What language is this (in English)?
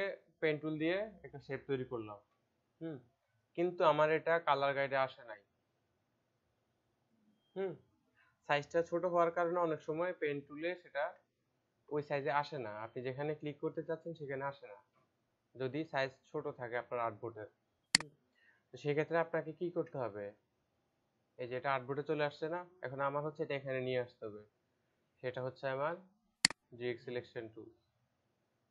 Bangla